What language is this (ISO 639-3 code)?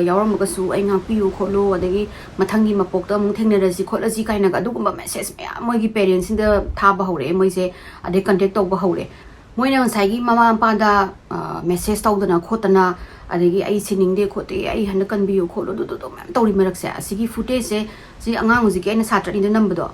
mni